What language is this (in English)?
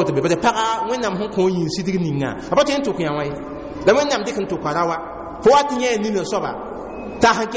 Mossi